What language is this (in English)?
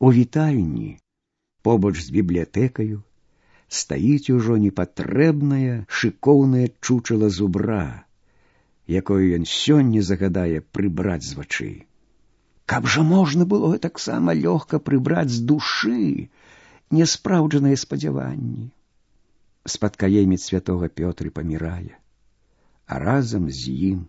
Belarusian